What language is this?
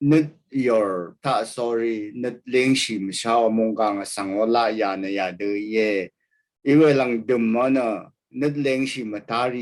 Rawang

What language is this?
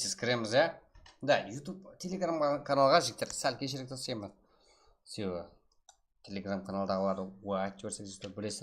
Kara-Kalpak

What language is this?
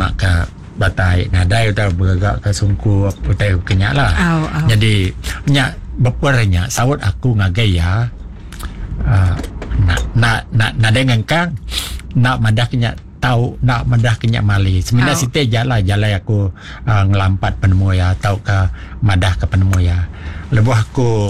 Iban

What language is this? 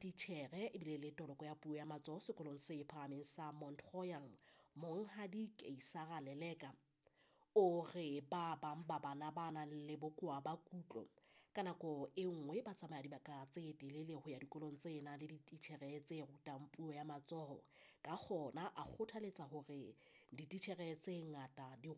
Southern Sotho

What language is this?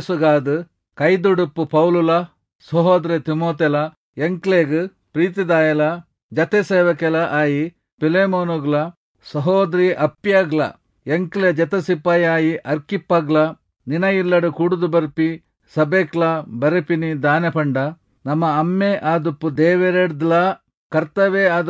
Tulu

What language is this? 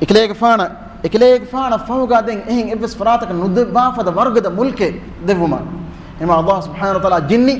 Divehi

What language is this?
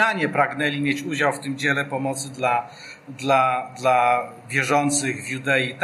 Polish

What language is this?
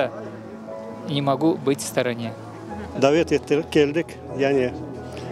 Crimean Tatar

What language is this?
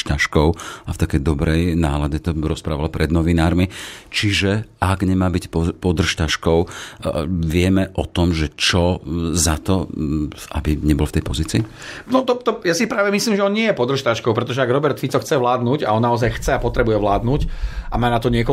Slovak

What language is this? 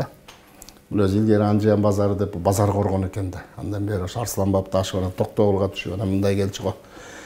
Kyrgyz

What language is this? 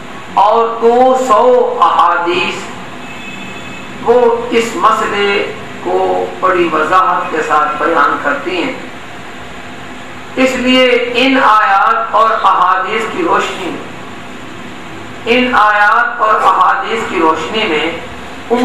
Urdu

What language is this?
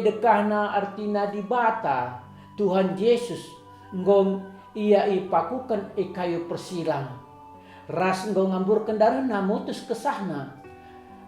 Batak Karo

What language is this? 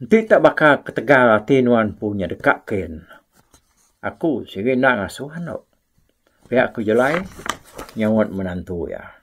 Iban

